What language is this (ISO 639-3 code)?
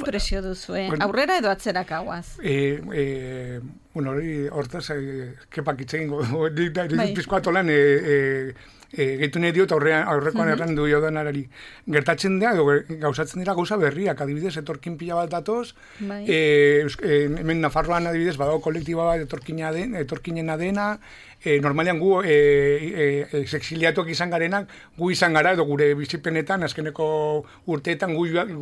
eus